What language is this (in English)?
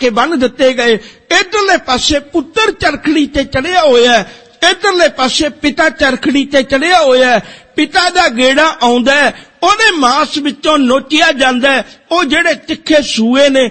Punjabi